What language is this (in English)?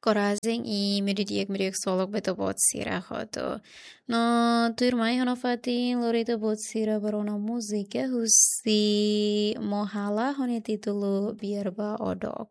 Tetum